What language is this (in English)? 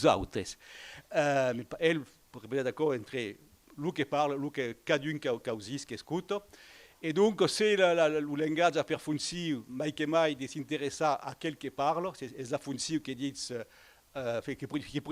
Occitan